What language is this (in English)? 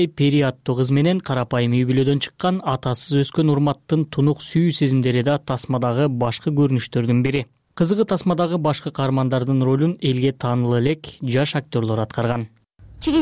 Kyrgyz